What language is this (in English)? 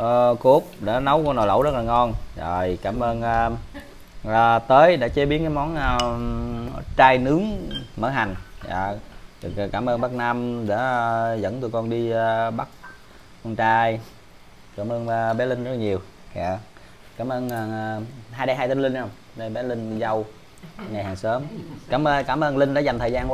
Vietnamese